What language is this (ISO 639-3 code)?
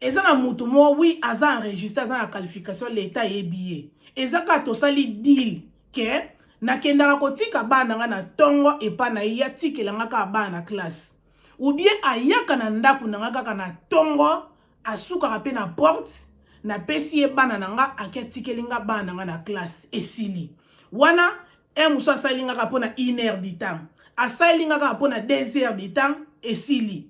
lin